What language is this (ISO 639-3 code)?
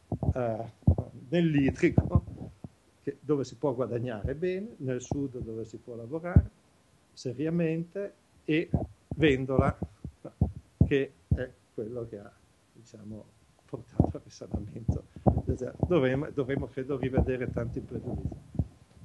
ita